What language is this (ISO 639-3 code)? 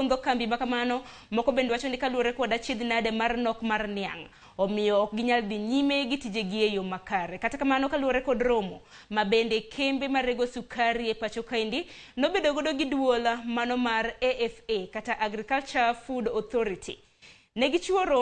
luo